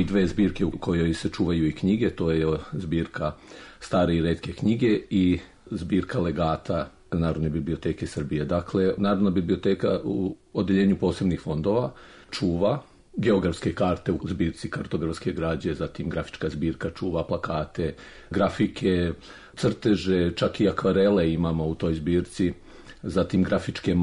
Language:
Serbian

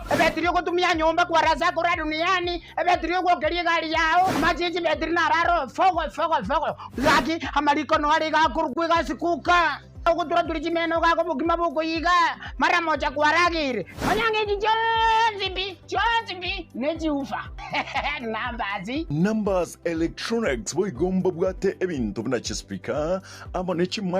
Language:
Gusii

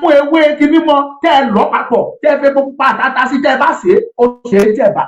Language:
Yoruba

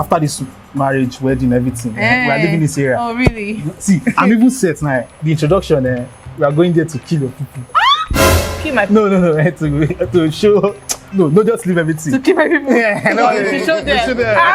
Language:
Nigerian Pidgin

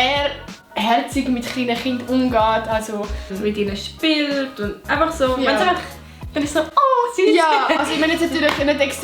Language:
Swiss German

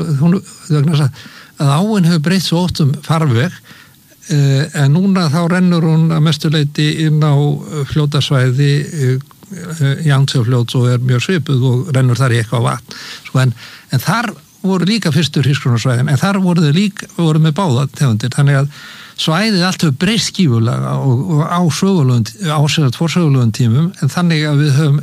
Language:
Icelandic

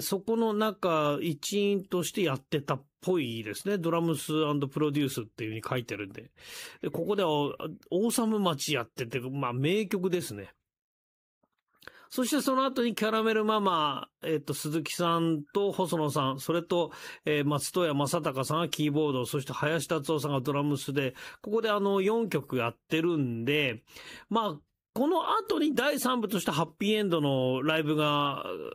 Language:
Japanese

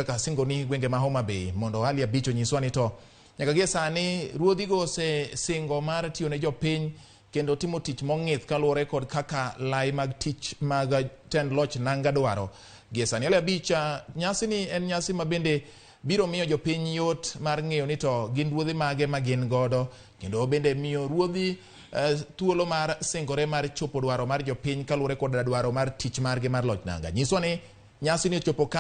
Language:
Luo (Kenya and Tanzania)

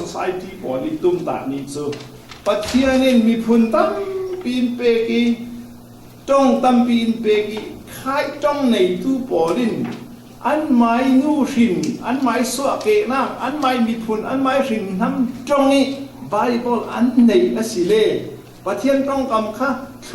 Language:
Falam Chin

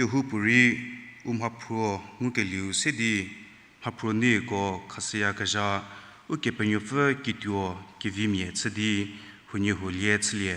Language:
Angami Naga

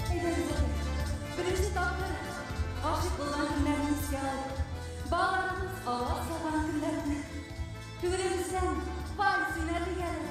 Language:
Tatar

